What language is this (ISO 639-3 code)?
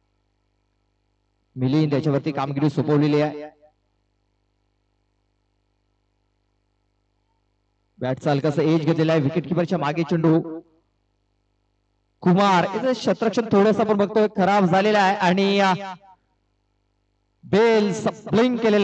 mar